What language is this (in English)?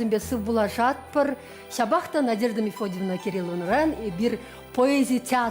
Chuvash